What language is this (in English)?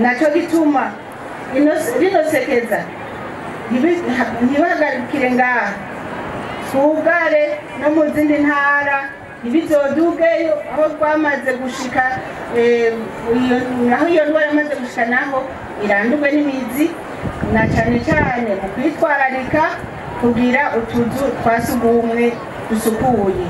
Rundi